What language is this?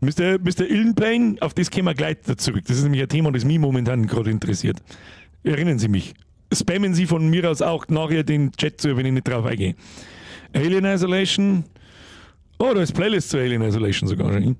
Bavarian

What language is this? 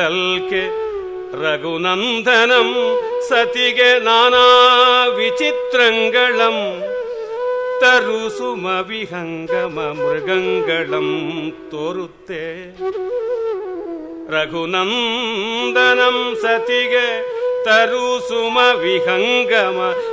Kannada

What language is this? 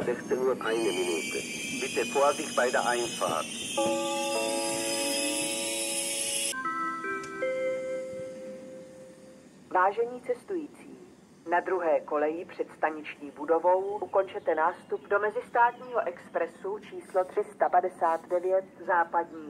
Czech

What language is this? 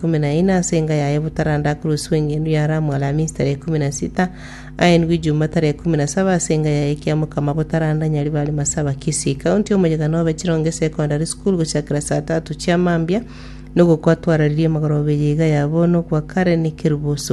Gusii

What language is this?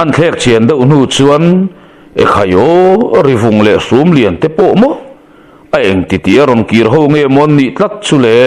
Mizo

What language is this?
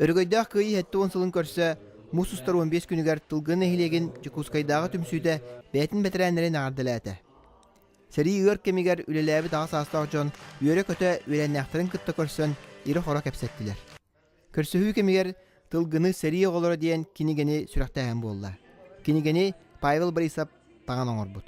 Yakut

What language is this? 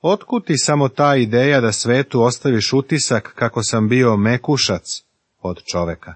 Serbian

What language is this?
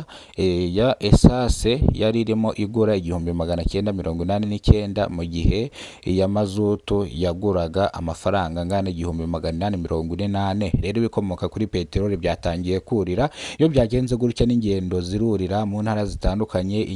Kinyarwanda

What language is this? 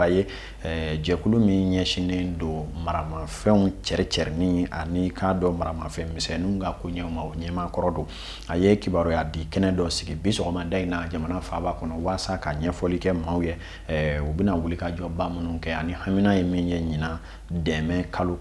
Bambara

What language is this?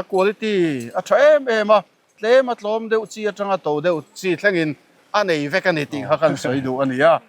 Mizo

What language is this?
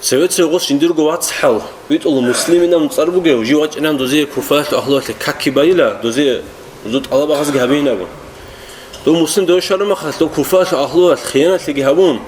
Avaric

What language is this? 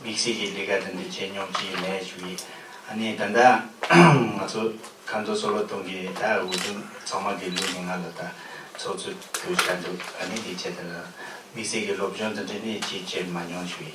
Tibetan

